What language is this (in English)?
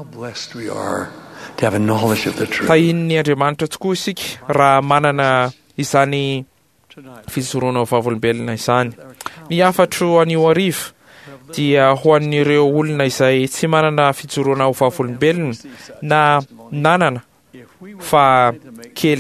Malagasy